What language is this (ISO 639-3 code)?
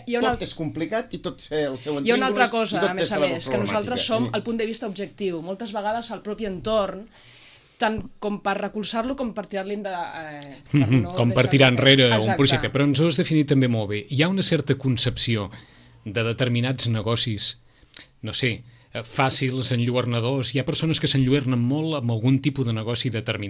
cat